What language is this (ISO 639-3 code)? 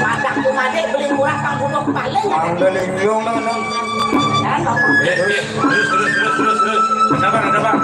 ban